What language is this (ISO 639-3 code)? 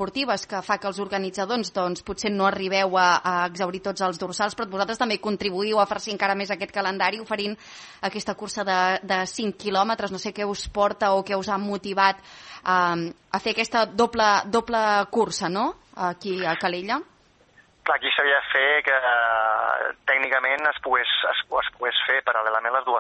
cat